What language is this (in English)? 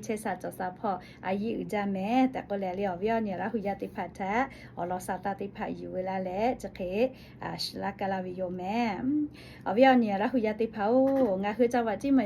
Lahu